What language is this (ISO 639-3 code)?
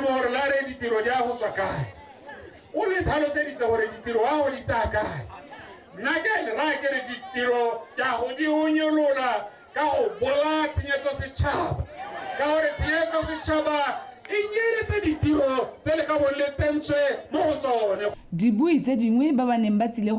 tsn